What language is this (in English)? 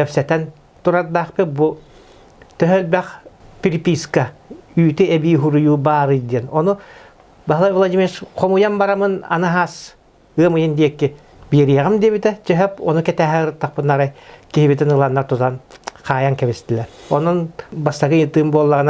Yakut